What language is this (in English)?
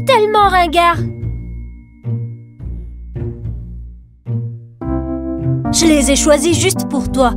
French